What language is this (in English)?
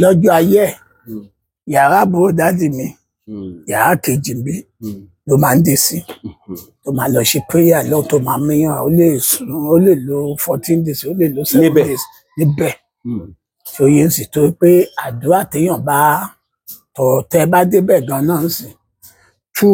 Yoruba